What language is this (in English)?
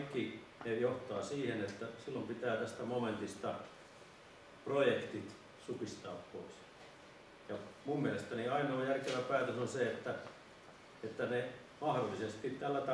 Finnish